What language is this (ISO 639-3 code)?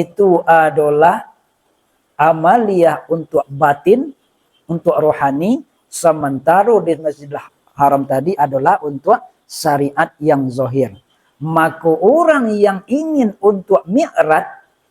min